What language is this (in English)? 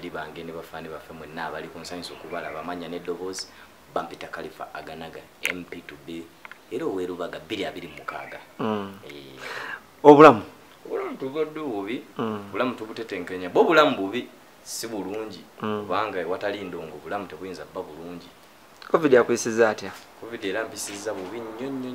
Ganda